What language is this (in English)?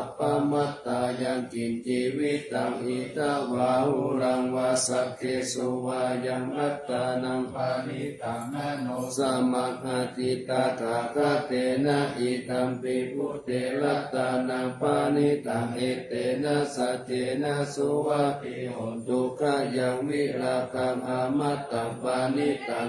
Pali